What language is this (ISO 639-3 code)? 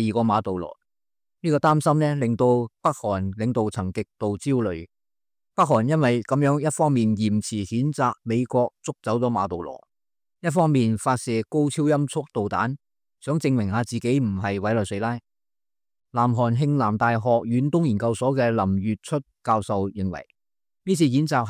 yue